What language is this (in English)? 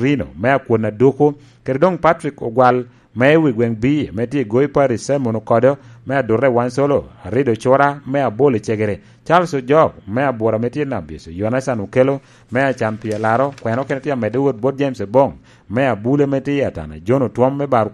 Lango (Uganda)